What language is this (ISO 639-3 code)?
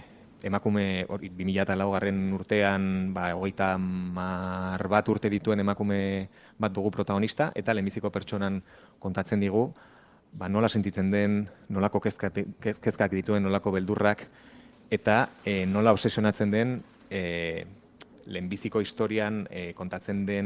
eus